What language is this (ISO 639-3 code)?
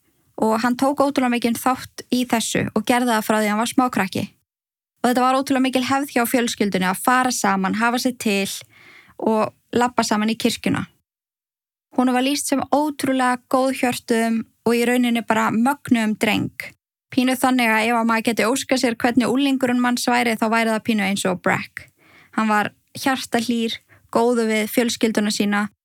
isl